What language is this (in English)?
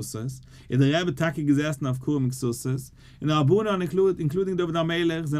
Yiddish